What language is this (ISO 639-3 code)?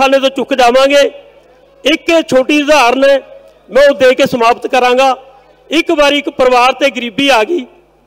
pan